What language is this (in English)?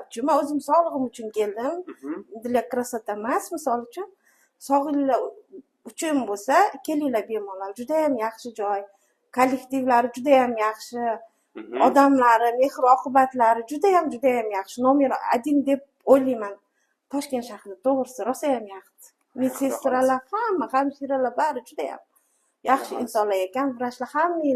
Uzbek